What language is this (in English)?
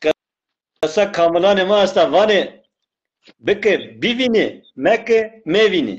Zaza